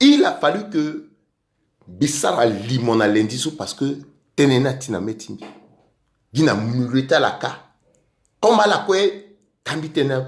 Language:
Sango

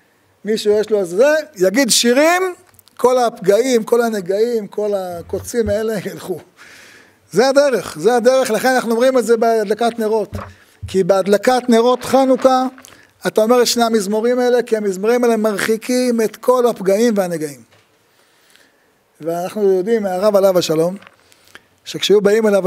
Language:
Hebrew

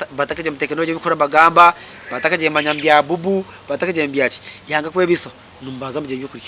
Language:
Nyankole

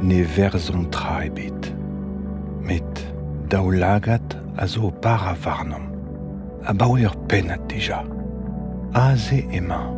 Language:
Breton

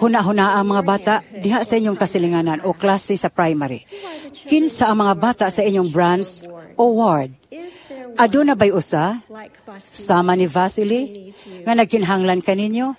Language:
Cebuano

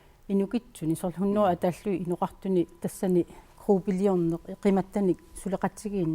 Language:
Kalaallisut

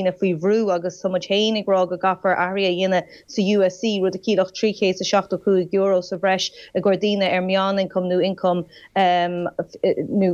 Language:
Irish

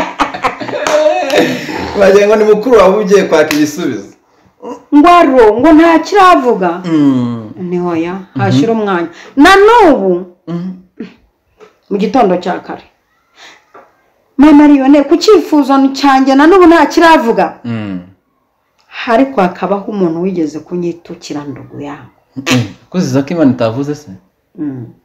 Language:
Kinyarwanda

